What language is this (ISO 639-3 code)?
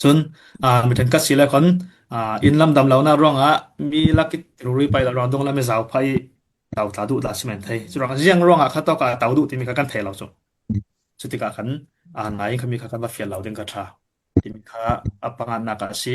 cfm